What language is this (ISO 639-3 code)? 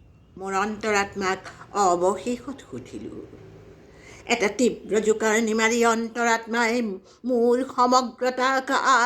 asm